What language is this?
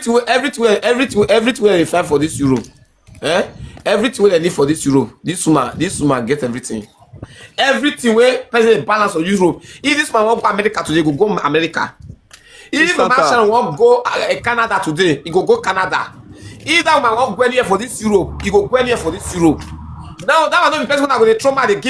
Nigerian Pidgin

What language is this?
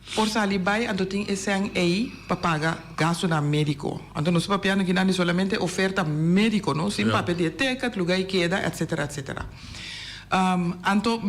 Papiamento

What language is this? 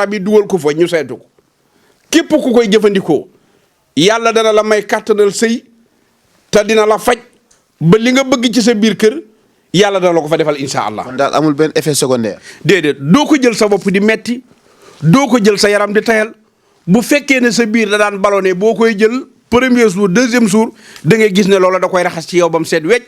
Wolof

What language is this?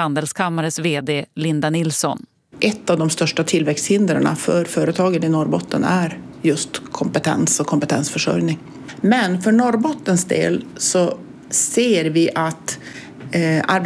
Swedish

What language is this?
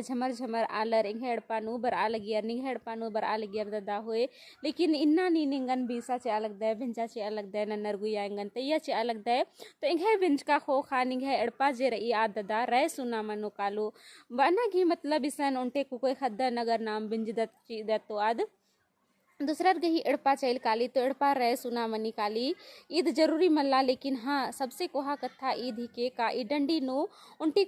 Kurukh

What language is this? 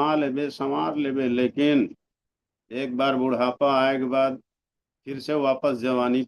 Chhattisgarhi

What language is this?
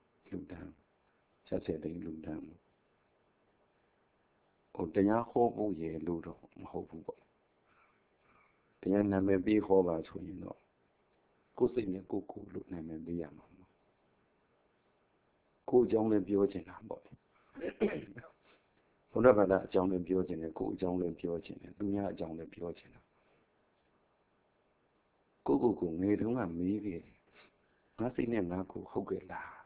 Burmese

